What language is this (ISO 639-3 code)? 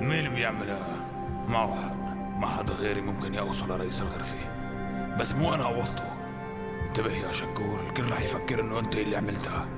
apc